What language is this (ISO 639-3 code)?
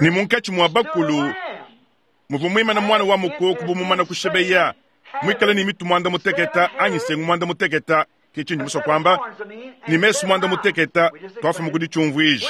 lua